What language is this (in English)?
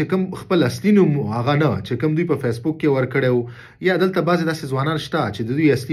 Pashto